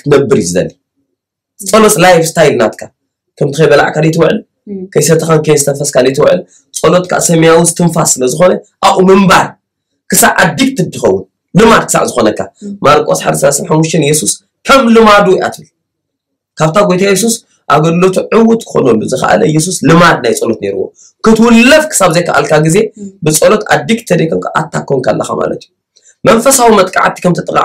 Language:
Tigrinya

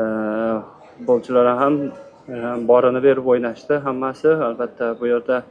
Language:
Uzbek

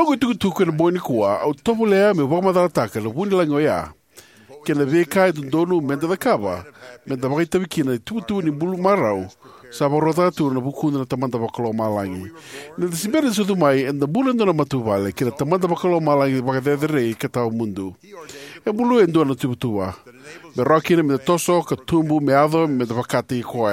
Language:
Fijian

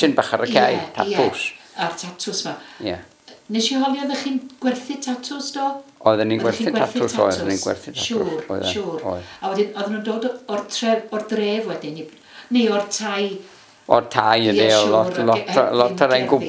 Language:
Welsh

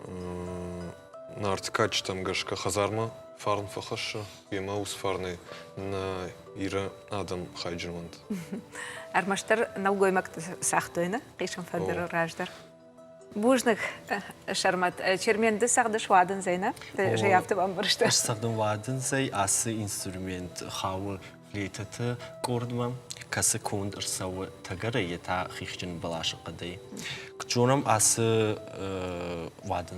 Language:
Ossetic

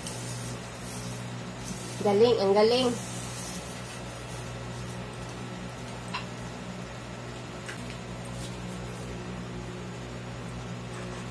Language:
Filipino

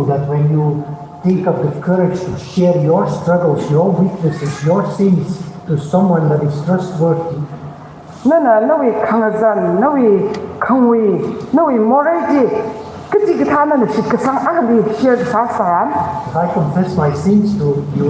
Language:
Tangkhul Naga (India)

